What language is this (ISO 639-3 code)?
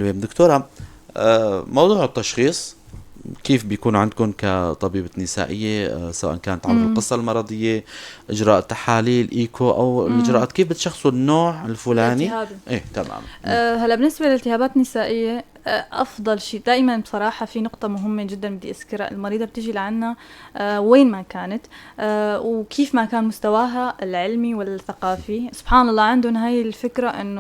apc